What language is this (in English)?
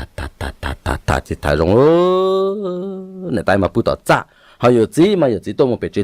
Hmong